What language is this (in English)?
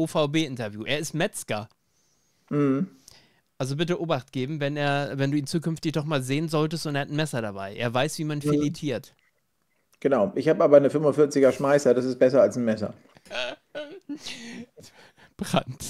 German